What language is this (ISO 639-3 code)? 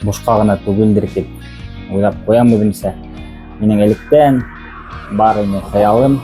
bak